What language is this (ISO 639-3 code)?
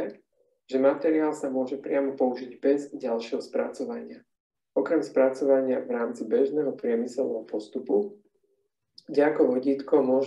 slk